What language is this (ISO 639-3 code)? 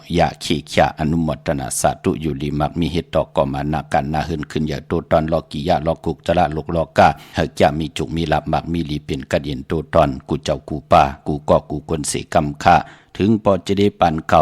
shn